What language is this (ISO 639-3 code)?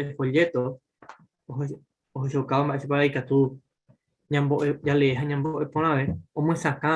grn